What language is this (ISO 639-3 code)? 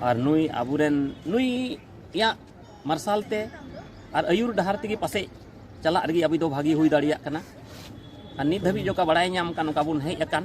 sat